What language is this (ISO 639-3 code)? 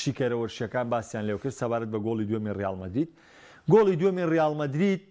ckb